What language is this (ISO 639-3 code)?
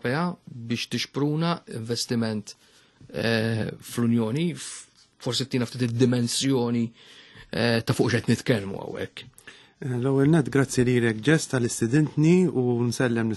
mlt